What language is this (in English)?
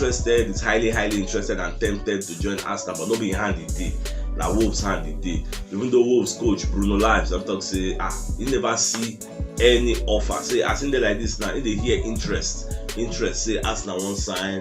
Nigerian Pidgin